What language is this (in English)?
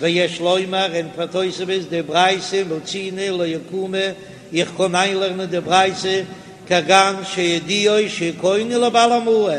Yiddish